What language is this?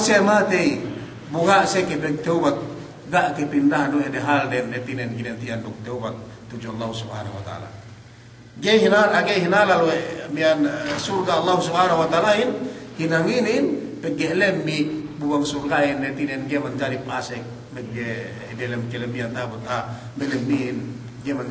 Yakan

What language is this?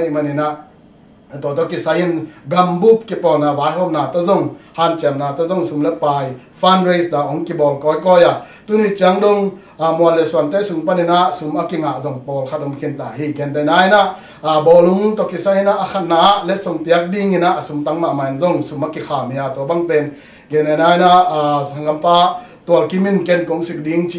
Tedim Chin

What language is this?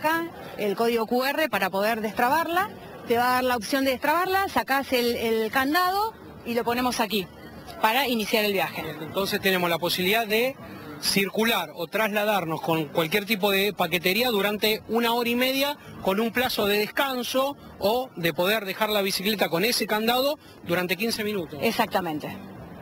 Spanish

